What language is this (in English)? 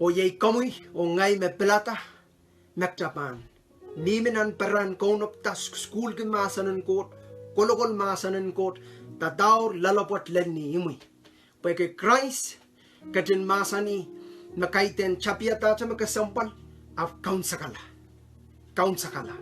Pohnpeian